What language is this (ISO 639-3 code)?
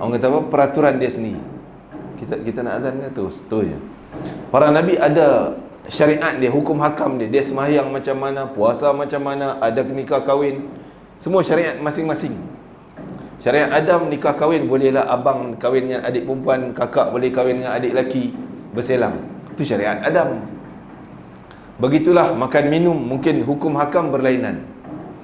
msa